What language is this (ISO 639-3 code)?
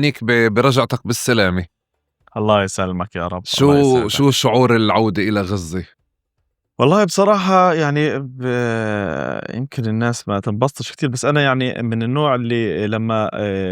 apc